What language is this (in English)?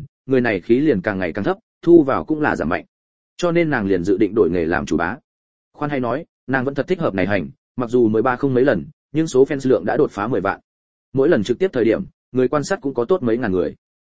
Vietnamese